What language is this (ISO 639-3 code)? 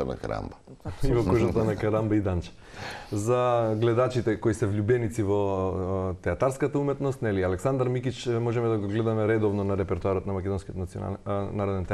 mkd